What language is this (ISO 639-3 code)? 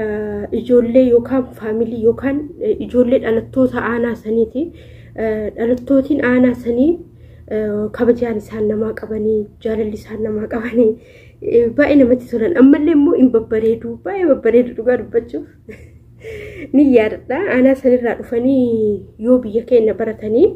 orm